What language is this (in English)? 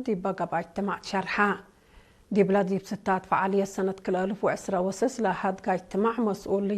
Tigre